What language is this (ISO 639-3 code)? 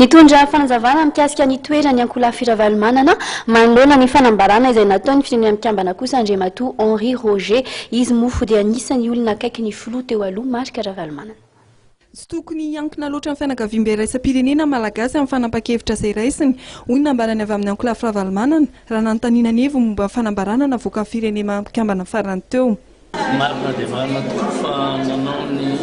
mlg